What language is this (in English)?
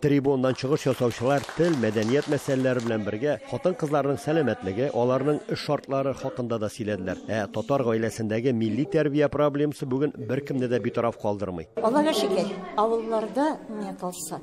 Tatar